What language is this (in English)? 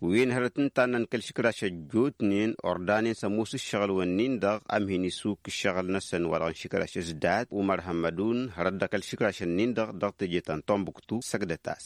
Tamasheq